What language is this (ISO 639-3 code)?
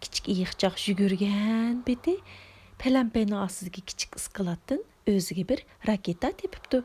uig